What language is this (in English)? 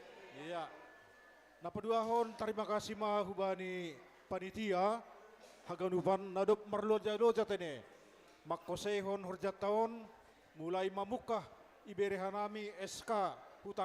Batak Simalungun